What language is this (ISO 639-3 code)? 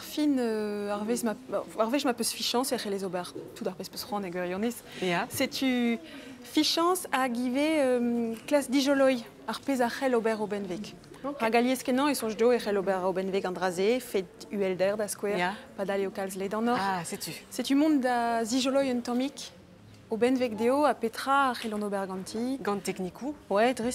bre